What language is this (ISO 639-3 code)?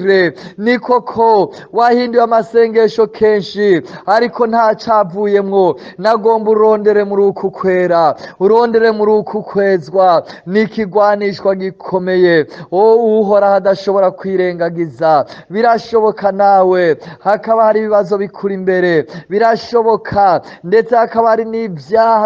run